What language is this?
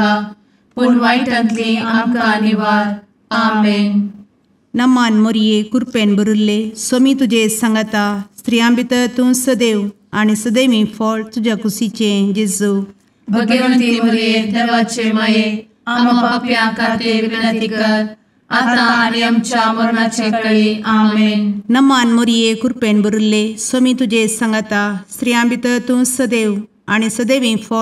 Konkani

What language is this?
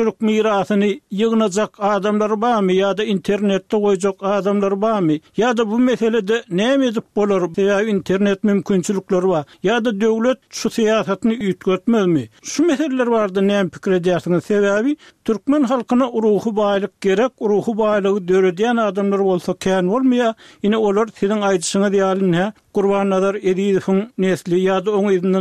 Turkmen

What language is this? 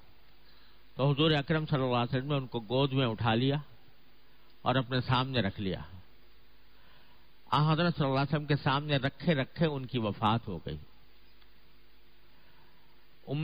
Urdu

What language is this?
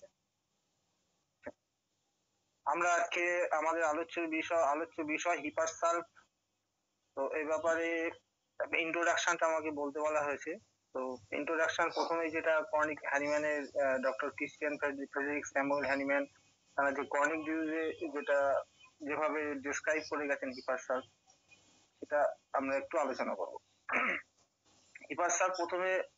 Bangla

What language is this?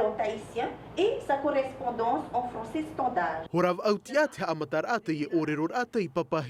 Tahitian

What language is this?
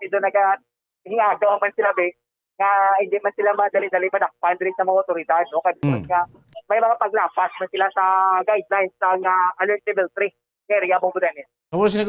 Hiligaynon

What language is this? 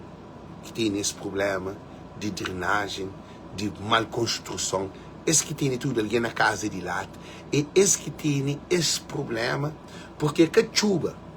Kabuverdianu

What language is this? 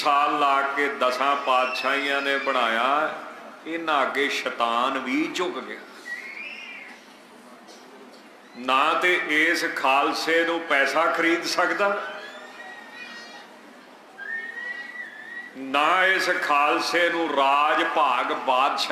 Punjabi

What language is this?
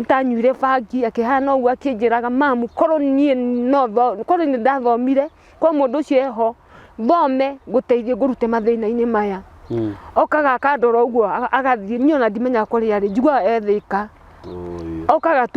Kikuyu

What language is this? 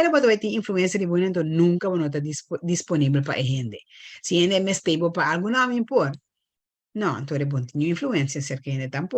Papiamento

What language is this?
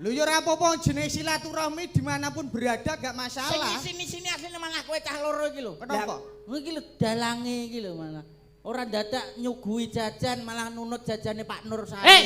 Javanese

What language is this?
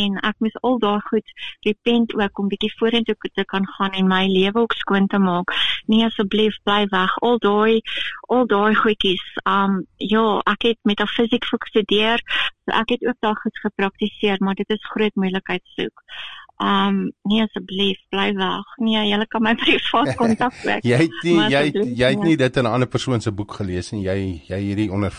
Afrikaans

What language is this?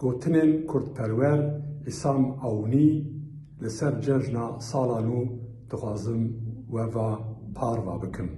Kurdish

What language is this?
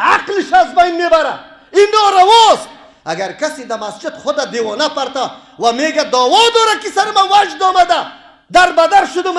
Persian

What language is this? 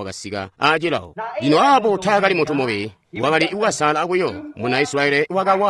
Tonga (Zambia)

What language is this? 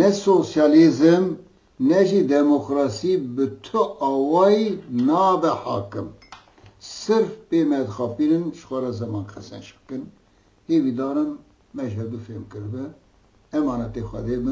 Kurdish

